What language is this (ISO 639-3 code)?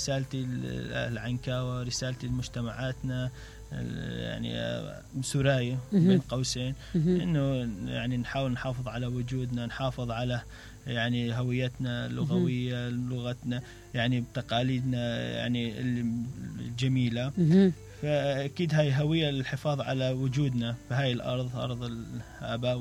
acm